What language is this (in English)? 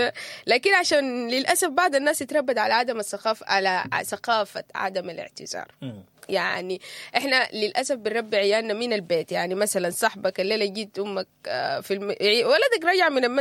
Sudanese Arabic